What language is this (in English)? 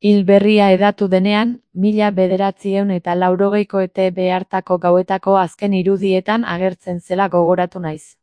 Basque